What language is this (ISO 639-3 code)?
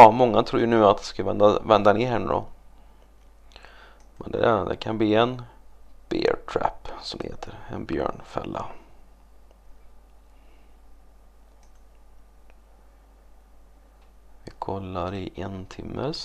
swe